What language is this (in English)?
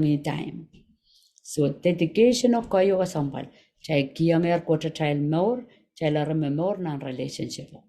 Pohnpeian